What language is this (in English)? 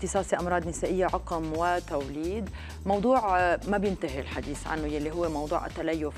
North Levantine Arabic